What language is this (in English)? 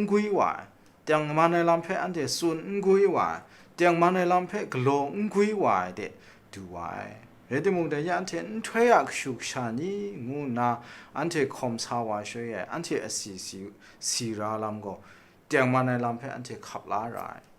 Kachin